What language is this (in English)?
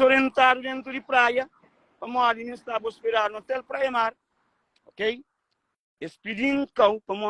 Kabuverdianu